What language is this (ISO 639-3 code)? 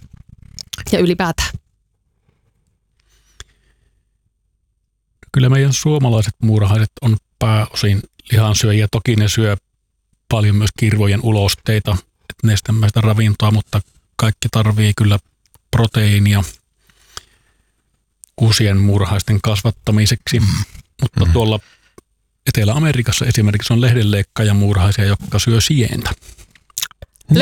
fin